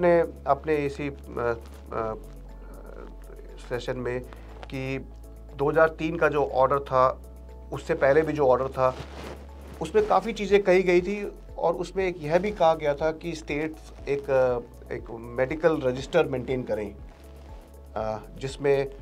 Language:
Hindi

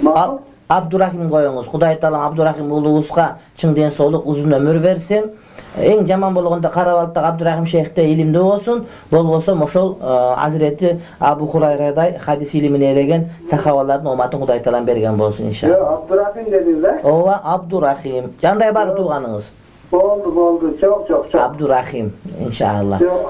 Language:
Kyrgyz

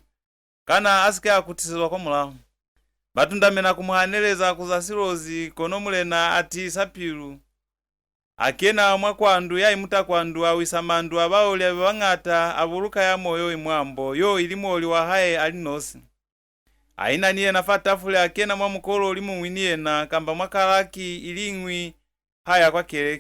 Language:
Lozi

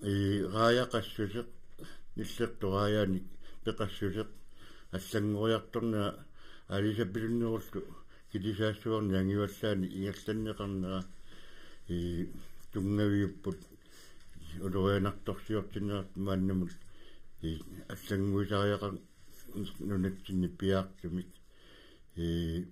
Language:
Kalaallisut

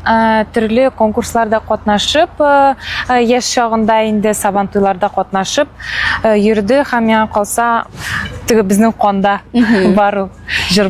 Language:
Tatar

